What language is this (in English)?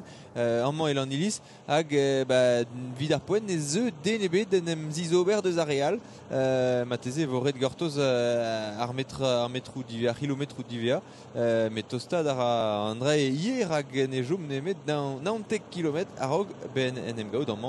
Breton